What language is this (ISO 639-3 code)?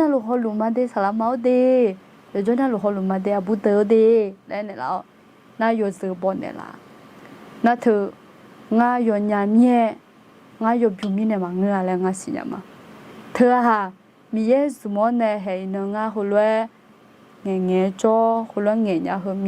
ahk